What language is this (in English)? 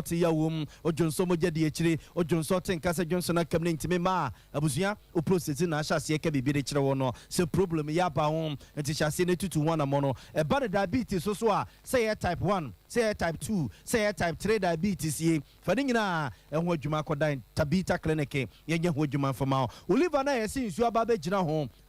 Akan